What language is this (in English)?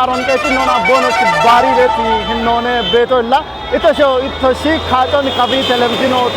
Kafa